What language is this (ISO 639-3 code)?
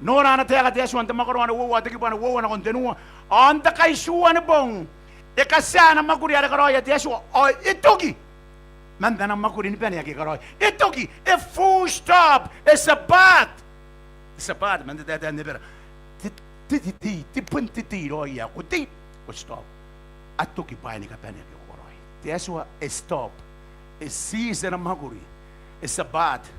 gil